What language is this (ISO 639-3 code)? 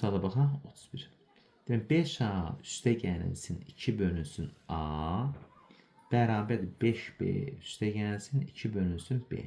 aze